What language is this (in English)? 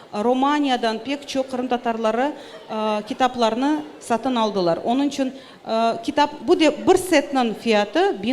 Crimean Tatar